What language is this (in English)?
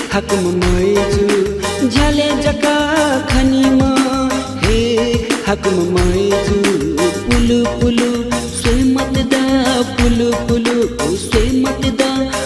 Newari